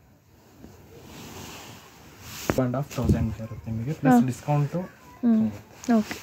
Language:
Kannada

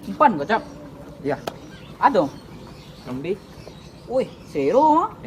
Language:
Minangkabau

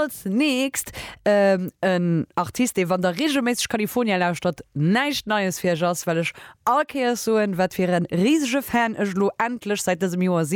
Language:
Luxembourgish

